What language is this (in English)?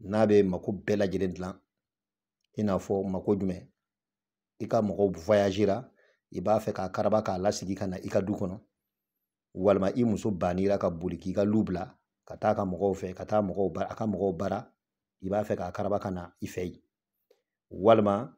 Bambara